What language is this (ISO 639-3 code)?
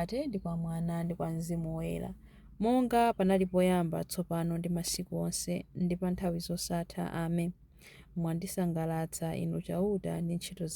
nya